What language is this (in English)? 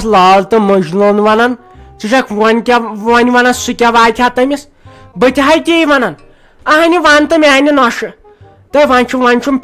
Kashmiri